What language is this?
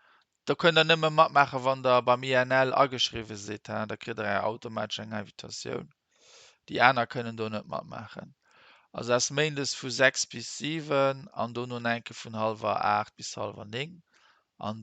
Luxembourgish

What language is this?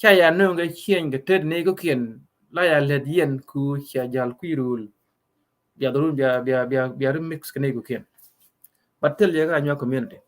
Nuer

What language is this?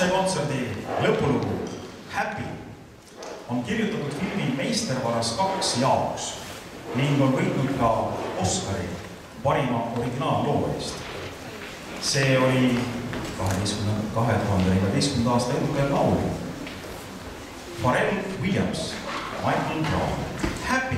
Estonian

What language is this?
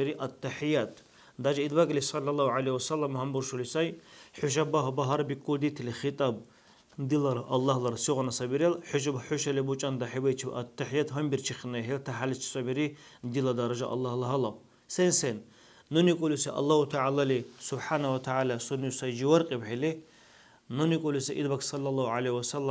Dargwa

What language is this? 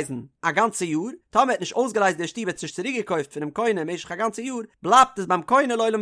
Yiddish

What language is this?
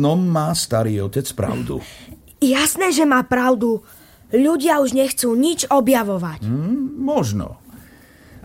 Slovak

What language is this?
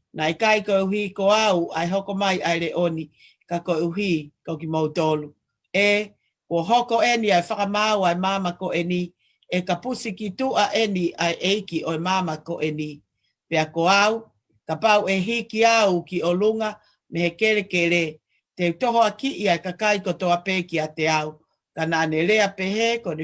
Tongan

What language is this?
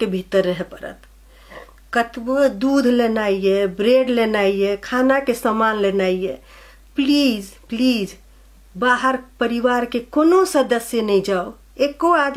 Maithili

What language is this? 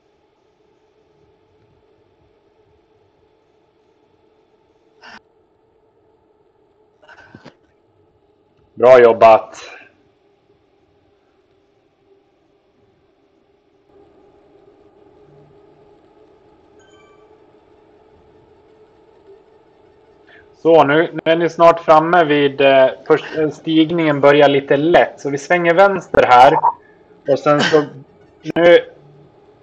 Swedish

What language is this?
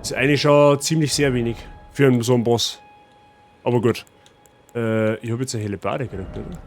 Bavarian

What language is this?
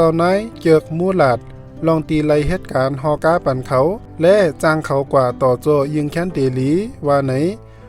Shan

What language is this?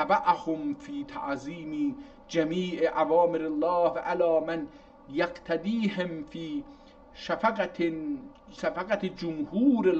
South Azerbaijani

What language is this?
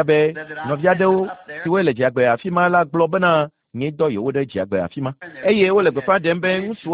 Ewe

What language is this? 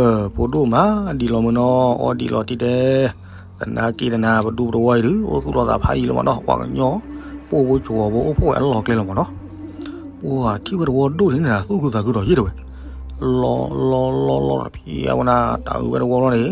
S'gaw Karen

